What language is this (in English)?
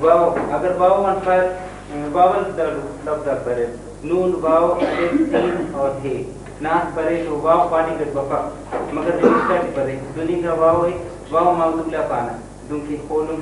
Brahui